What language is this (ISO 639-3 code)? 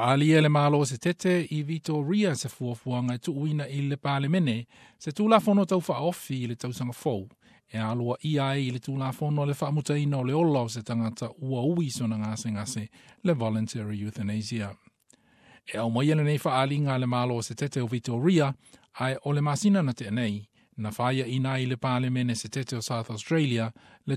smo